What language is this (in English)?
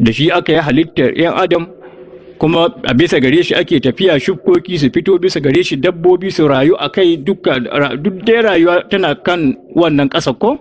Hausa